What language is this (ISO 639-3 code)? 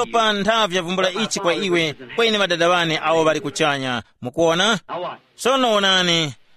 tum